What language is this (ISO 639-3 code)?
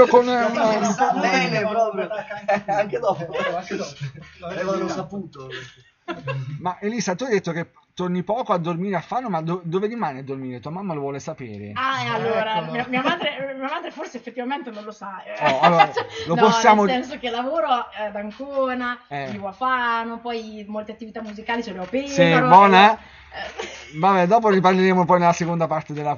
ita